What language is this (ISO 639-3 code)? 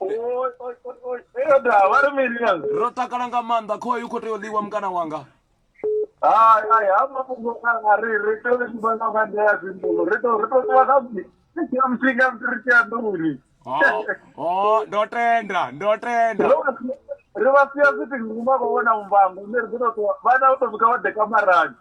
ven